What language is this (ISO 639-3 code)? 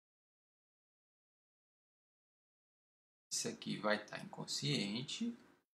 por